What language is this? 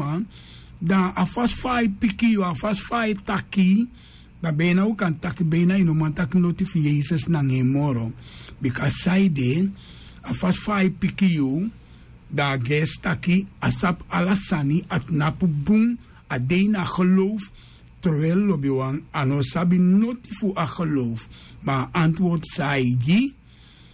Sranan Tongo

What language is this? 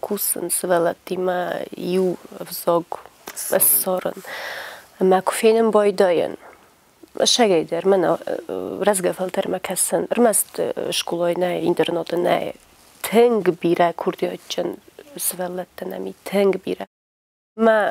Ossetic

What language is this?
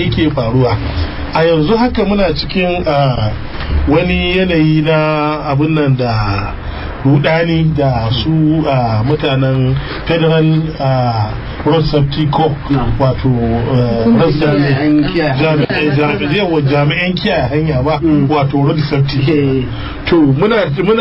Hausa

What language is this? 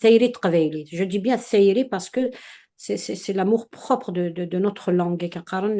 Kabyle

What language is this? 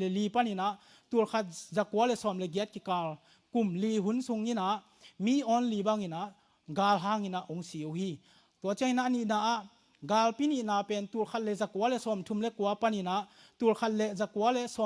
Tedim Chin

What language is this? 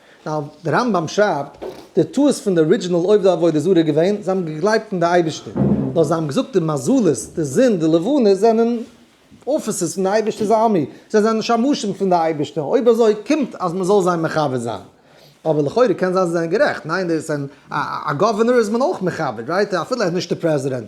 Yiddish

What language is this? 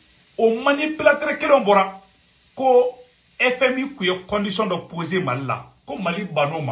Bambara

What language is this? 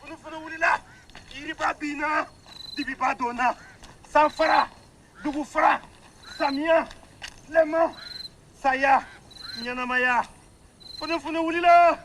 Bambara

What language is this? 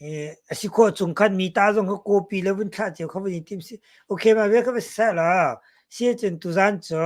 Hakha Chin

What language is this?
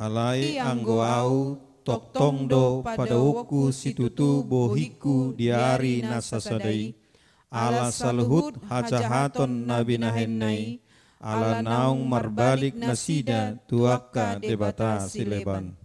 Batak Toba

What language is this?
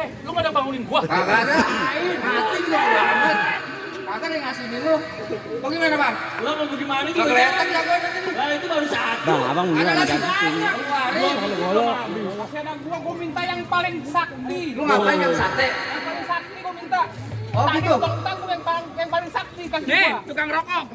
Betawi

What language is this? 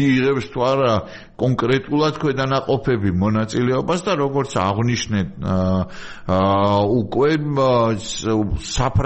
Georgian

